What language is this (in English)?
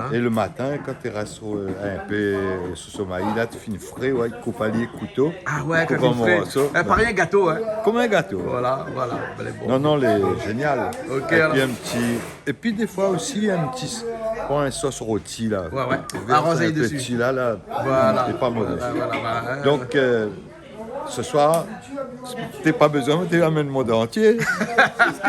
Réunion Creole French